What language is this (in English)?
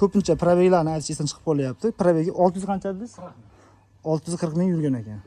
Uzbek